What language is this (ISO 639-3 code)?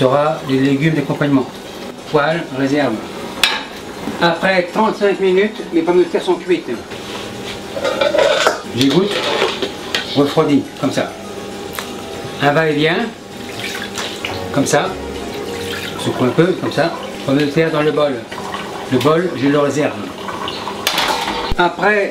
fra